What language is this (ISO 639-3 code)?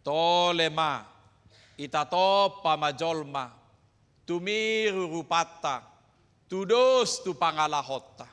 bbc